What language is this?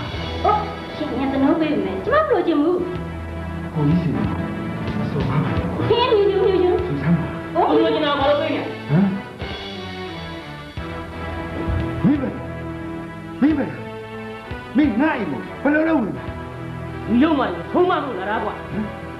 Burmese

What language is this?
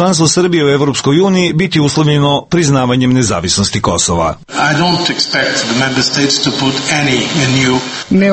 Serbian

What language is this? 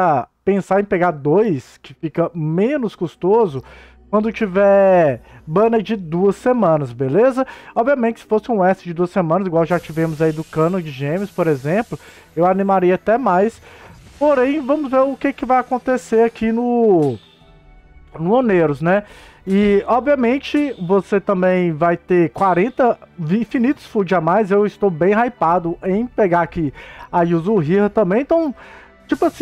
Portuguese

